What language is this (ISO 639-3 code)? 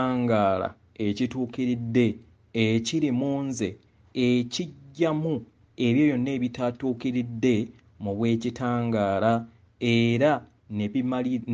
lug